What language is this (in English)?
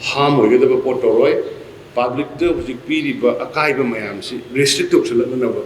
Manipuri